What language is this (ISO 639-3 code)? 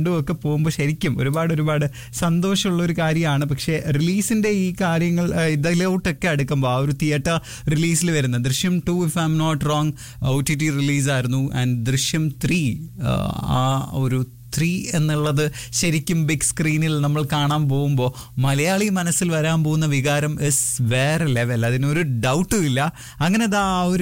mal